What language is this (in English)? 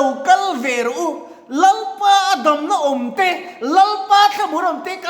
Mizo